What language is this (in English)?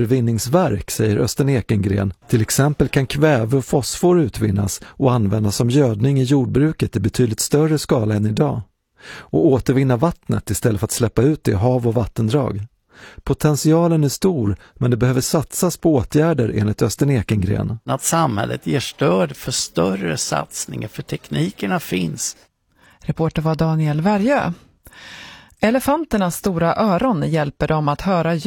Swedish